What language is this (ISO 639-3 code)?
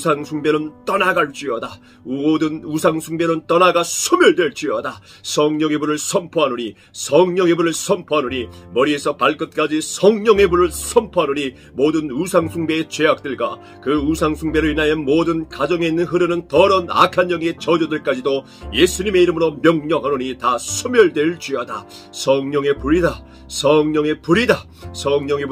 kor